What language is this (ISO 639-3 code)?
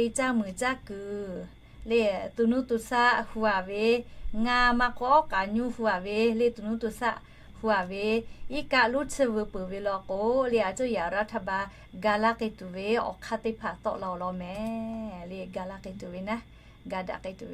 lhu